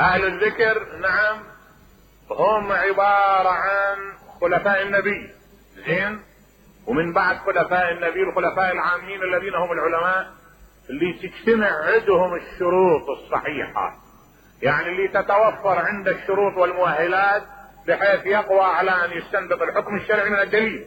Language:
Mesopotamian Arabic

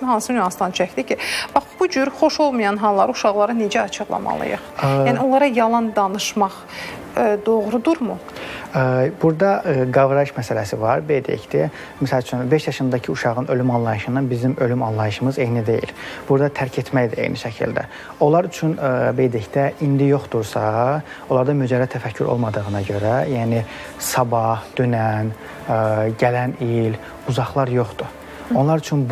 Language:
Azerbaijani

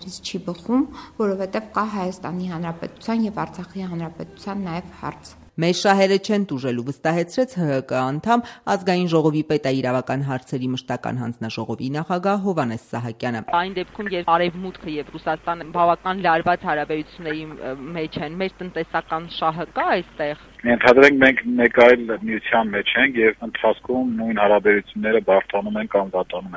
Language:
Armenian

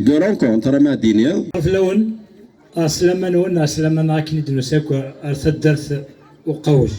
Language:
Kabyle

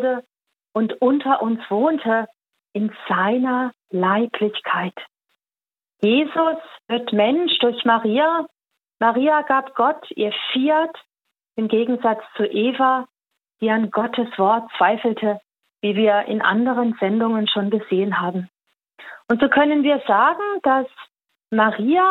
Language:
German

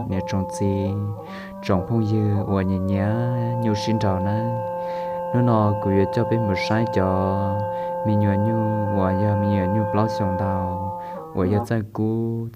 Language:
Hmong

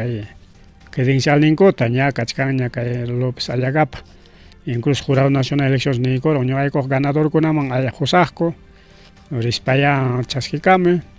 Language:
Ayacucho Quechua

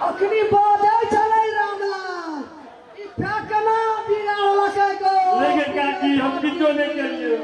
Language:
Maithili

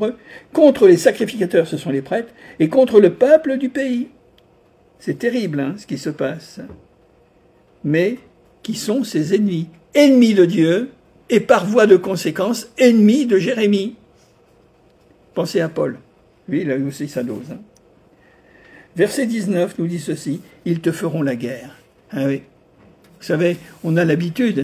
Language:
French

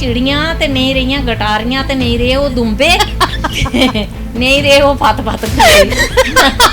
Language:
Dogri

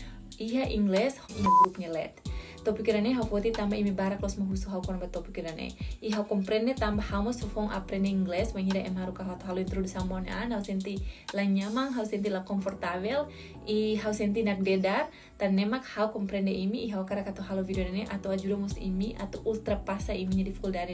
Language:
Tetum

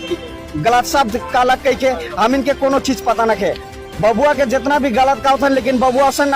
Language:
Sadri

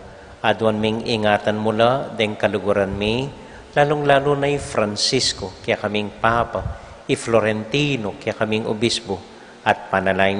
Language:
Pampanga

